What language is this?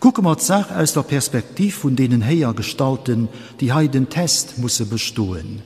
Luxembourgish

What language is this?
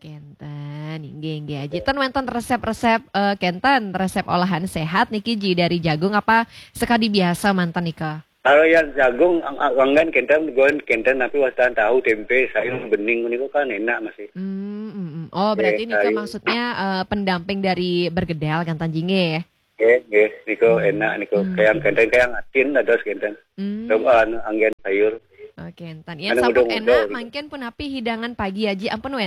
Balinese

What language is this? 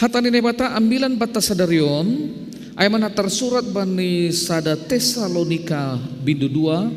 Batak Simalungun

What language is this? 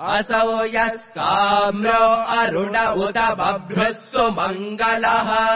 Sanskrit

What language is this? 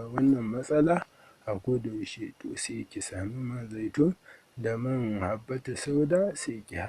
Hausa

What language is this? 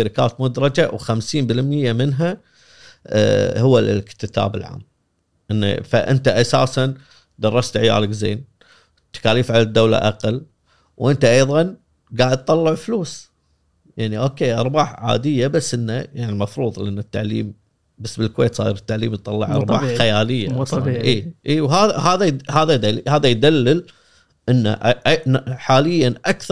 Gulf Arabic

